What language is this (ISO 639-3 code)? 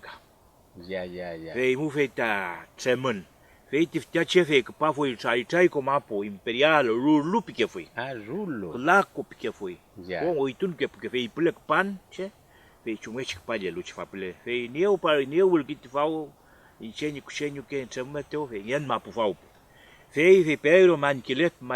arn